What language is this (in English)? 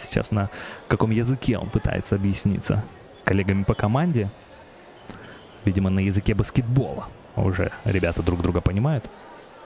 Russian